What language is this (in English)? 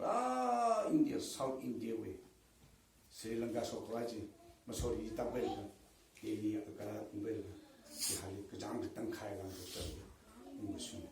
Tangkhul Naga (India)